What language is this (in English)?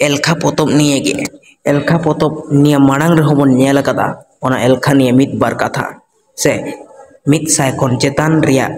Santali